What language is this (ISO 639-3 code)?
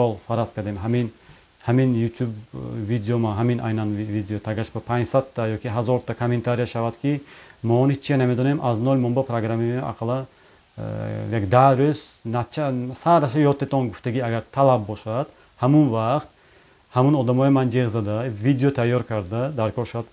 tgk